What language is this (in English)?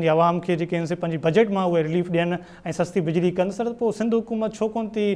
Sindhi